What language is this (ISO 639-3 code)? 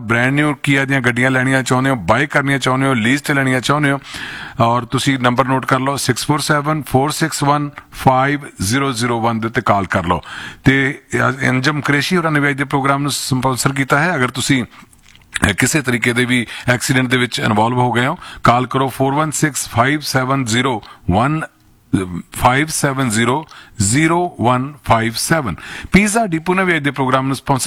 pan